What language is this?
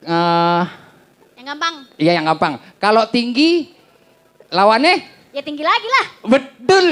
Betawi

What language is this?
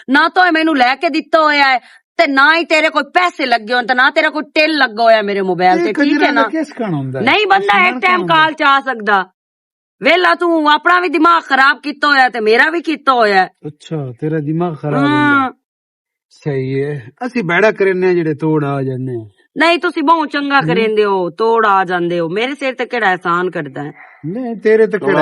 Western Panjabi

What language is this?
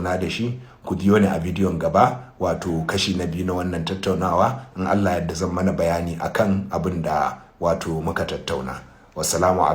Hausa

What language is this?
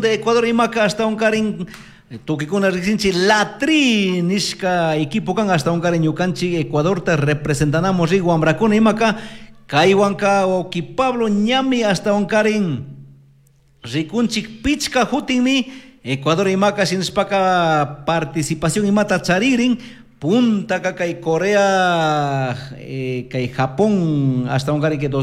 Chimborazo Highland Quichua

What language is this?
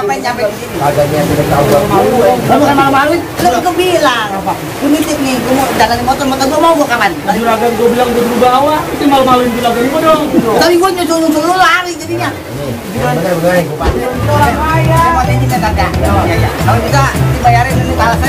Betawi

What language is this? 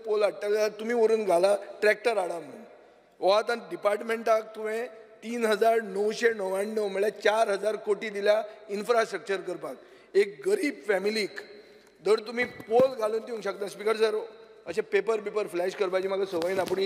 Konkani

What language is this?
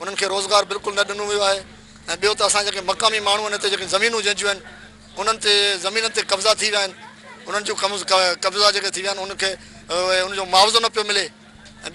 Sindhi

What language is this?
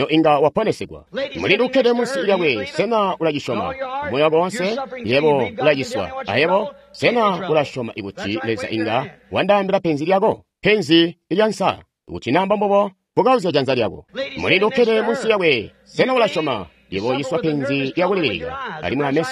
Tonga (Zambia)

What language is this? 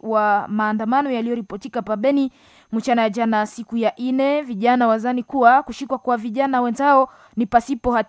Swahili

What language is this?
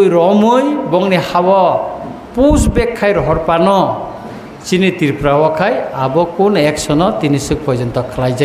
Kok Borok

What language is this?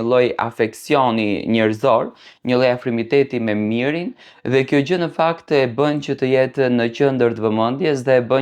Albanian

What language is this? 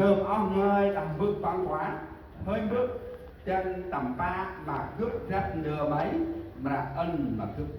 Central Mnong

